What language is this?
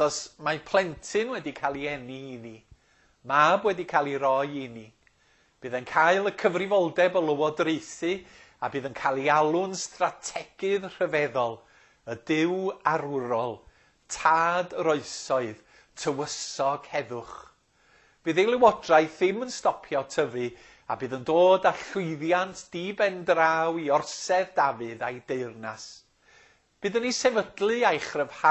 Welsh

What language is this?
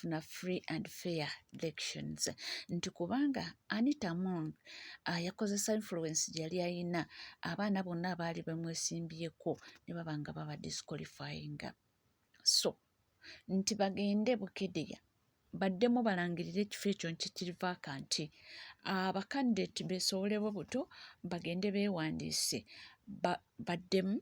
Ganda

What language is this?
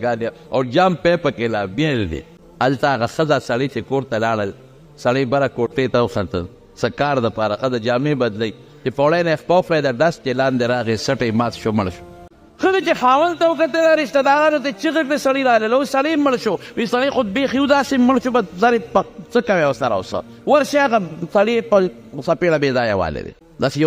Pashto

